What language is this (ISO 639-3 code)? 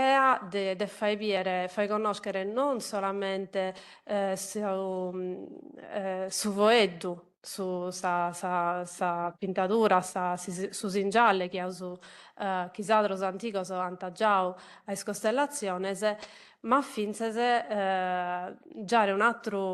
srd